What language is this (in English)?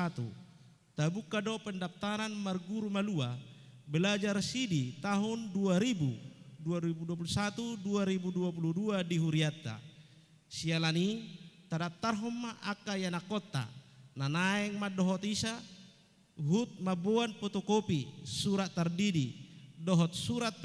Batak Toba